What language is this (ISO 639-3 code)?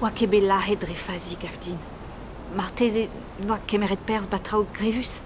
bre